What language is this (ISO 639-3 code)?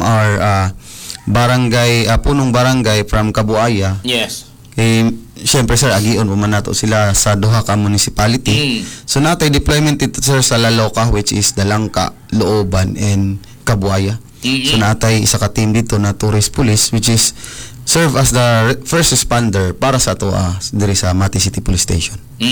ceb